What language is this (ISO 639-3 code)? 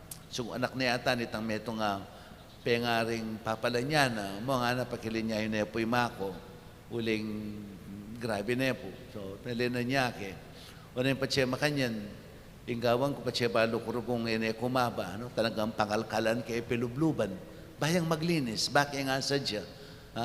pam